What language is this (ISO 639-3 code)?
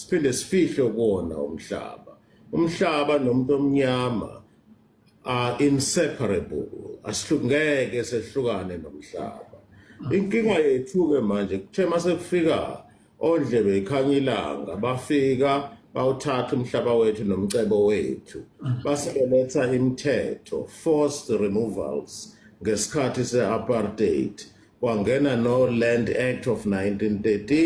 zul